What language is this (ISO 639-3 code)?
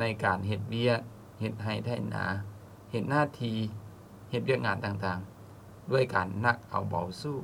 lao